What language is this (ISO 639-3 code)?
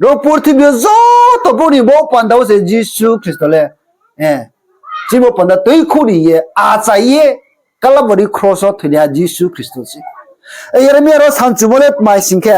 ria